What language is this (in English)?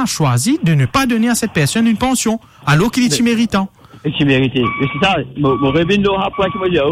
Morisyen